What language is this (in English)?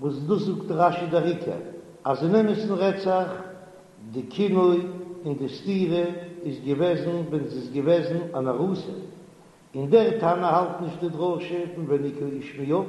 Yiddish